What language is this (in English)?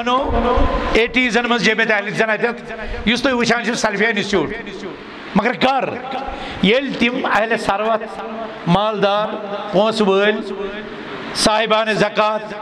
Kashmiri